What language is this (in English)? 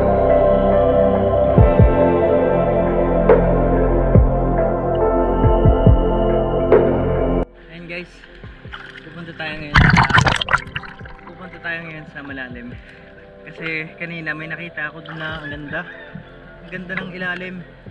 Filipino